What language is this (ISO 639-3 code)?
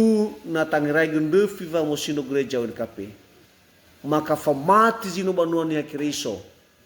nia